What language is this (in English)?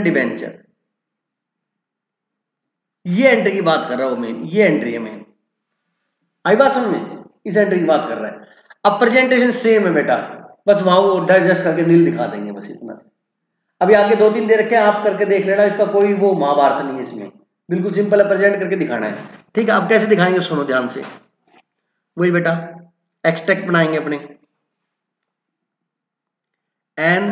Hindi